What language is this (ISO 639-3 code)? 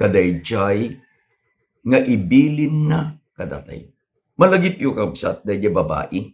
ilo